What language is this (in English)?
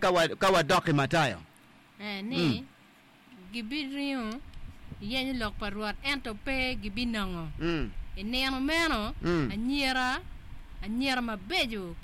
Acoli